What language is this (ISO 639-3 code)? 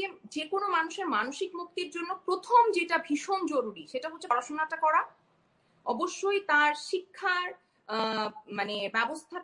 ben